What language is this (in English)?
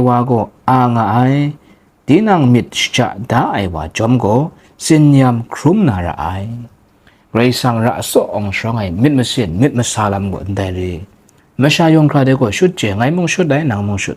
Kachin